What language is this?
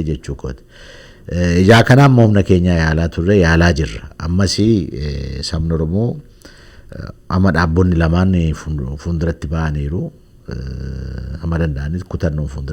Oromo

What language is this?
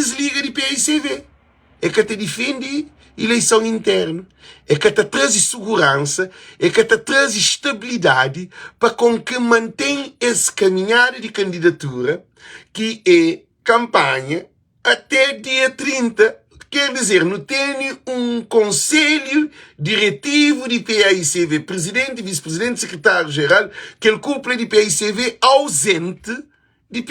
Kabuverdianu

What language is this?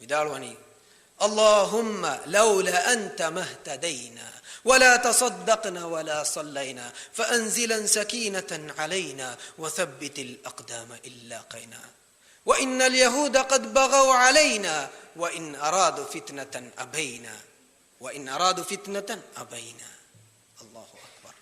Divehi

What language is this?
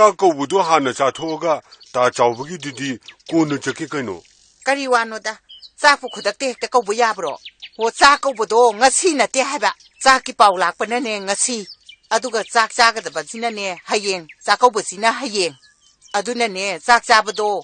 Manipuri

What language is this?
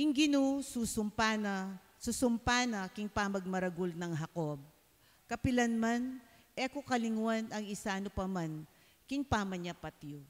Pampanga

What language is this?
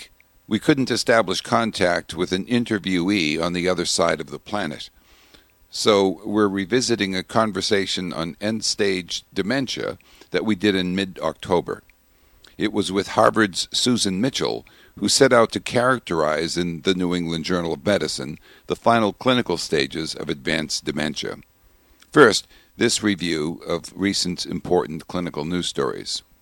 English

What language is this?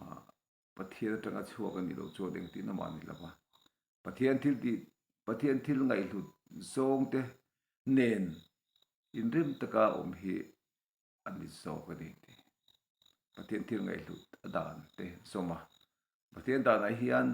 Mizo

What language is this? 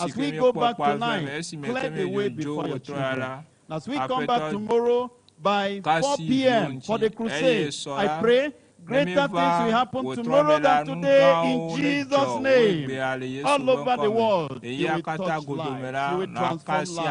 Ewe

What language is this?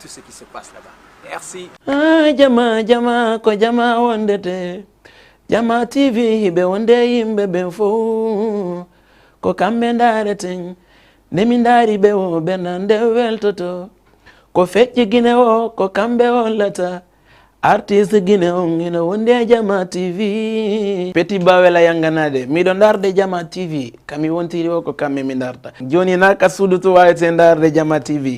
Fula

